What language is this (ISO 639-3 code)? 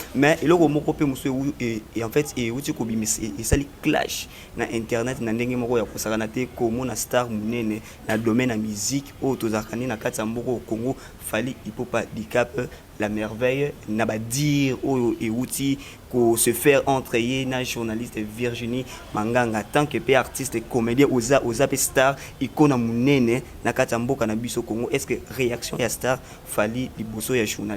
lin